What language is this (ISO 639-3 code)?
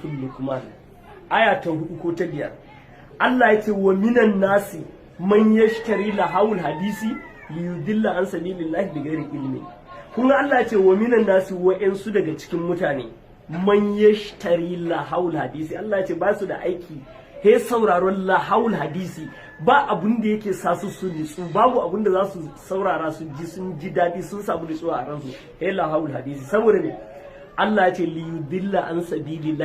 hau